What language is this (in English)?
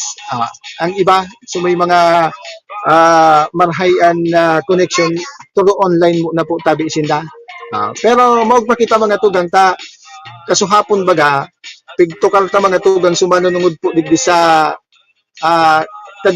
Bikol